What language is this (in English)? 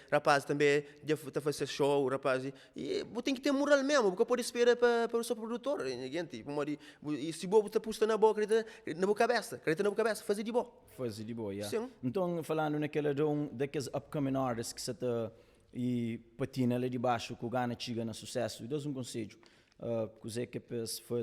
Kabuverdianu